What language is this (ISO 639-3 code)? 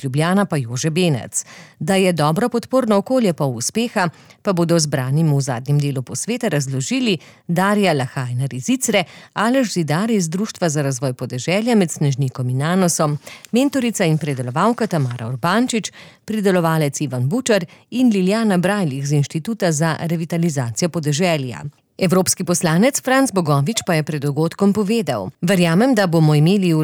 slv